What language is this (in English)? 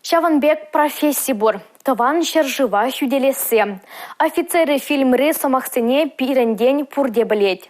Chuvash